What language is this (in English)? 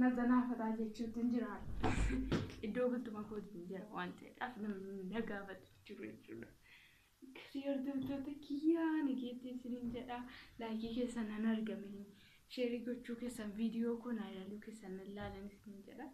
Oromo